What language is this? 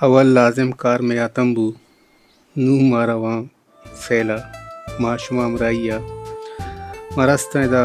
Baluchi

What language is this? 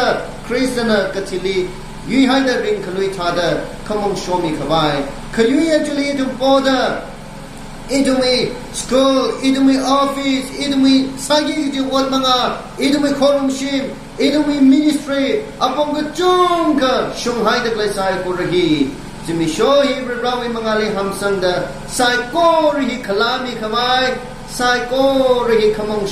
Tangkhul Naga (India)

